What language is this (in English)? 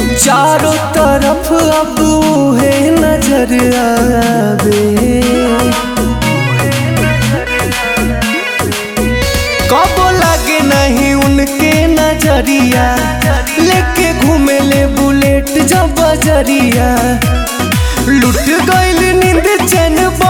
Bhojpuri